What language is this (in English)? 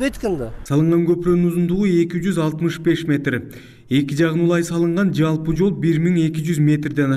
Kyrgyz